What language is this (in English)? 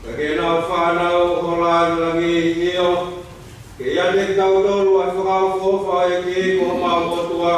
Tongan